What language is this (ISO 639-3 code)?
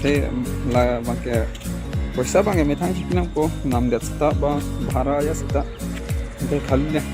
mjw